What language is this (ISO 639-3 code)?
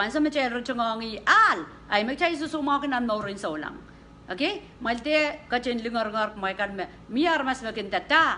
pon